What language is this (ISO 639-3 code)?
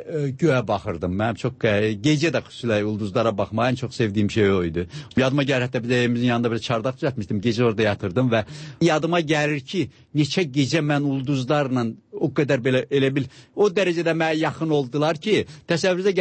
aze